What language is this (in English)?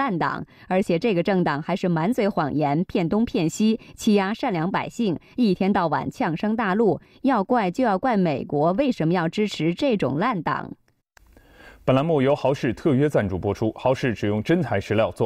Chinese